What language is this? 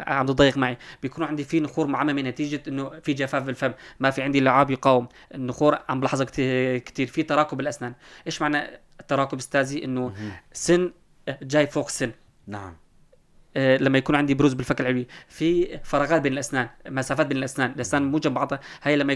North Levantine Arabic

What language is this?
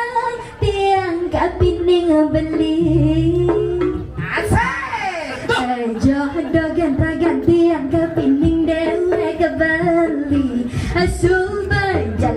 Balinese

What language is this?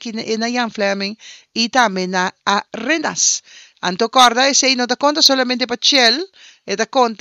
Papiamento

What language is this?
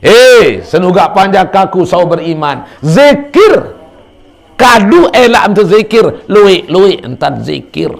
Sasak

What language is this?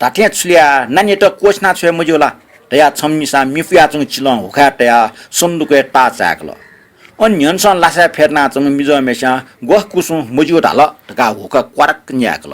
Newari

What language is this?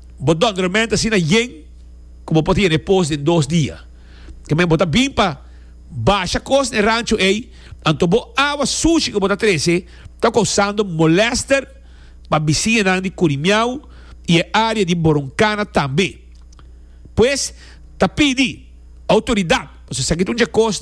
Papiamento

